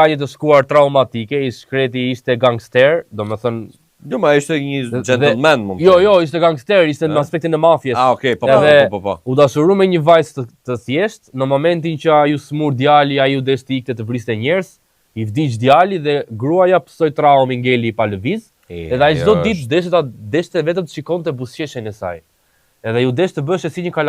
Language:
Albanian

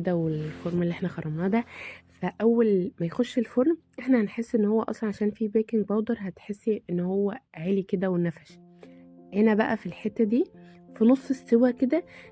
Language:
Egyptian Arabic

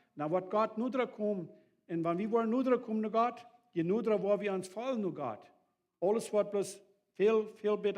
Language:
Plautdietsch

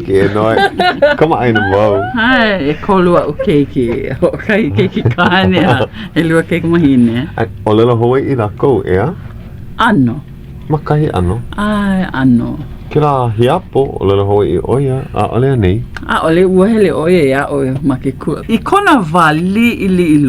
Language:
Hawaiian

